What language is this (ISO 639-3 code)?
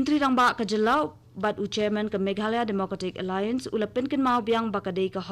kha